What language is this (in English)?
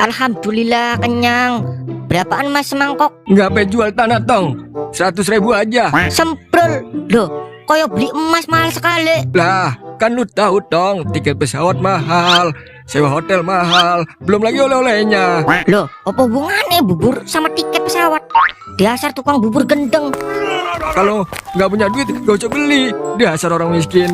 Betawi